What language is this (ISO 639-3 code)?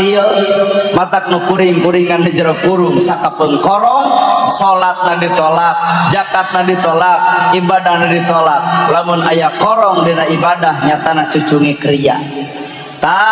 sun